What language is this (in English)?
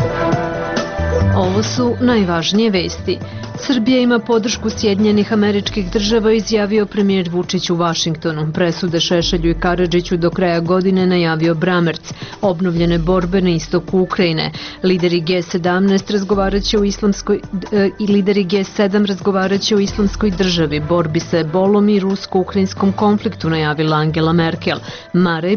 Serbian